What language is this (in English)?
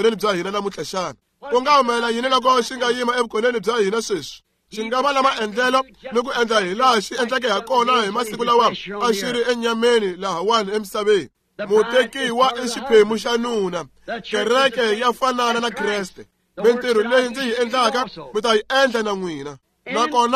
Tsonga